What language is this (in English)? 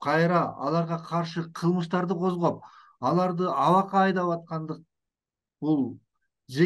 Kyrgyz